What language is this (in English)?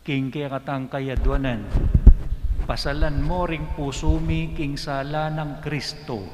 Pampanga